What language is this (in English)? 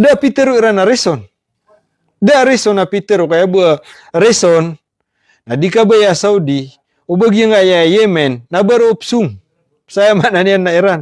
Maranao